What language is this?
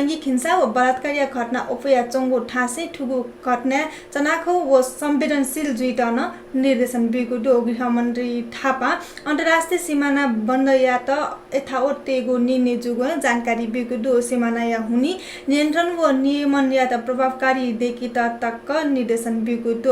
Newari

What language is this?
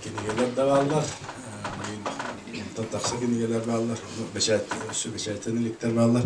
Yakut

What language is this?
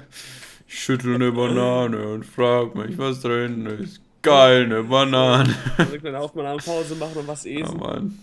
Swiss German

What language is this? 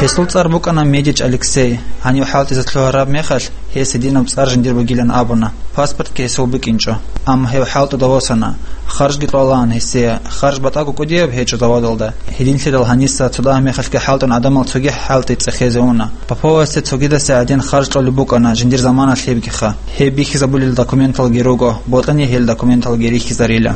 Avaric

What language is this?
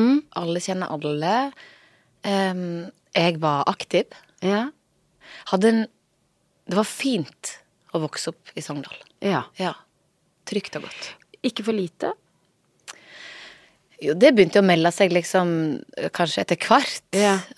Norwegian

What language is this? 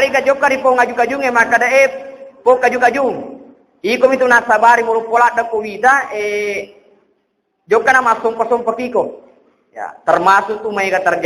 Buginese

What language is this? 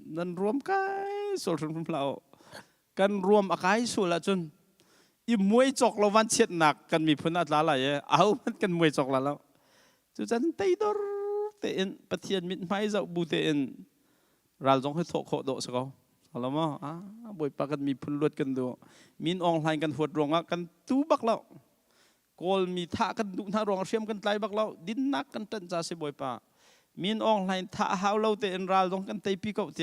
Hakha Chin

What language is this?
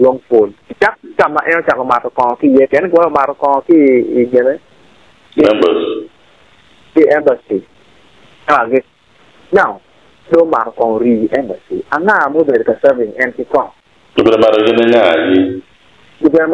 Acoli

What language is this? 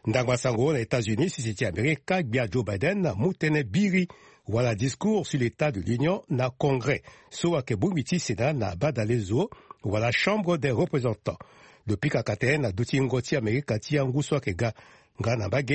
Sango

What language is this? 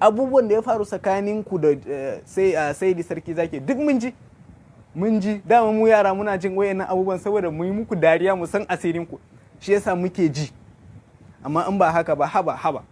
Hausa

